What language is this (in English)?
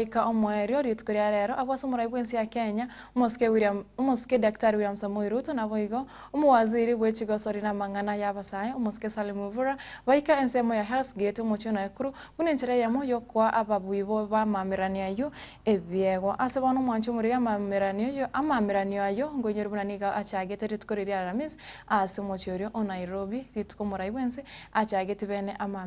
Gusii